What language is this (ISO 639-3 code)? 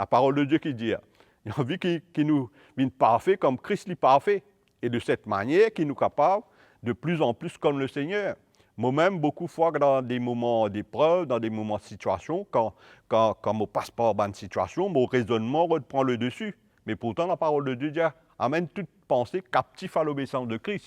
mfe